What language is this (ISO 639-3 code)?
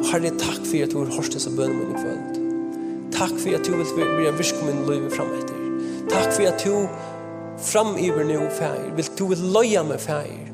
fao